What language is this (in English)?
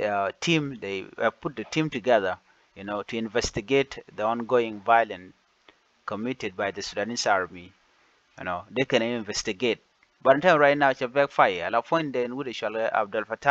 Nuer